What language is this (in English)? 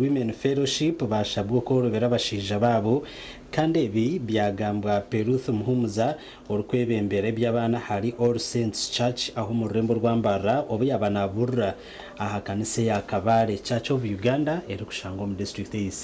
Nyankole